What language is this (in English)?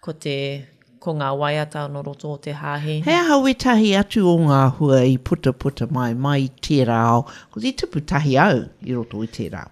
Māori